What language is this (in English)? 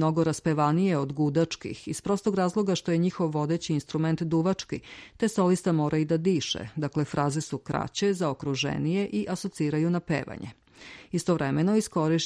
Serbian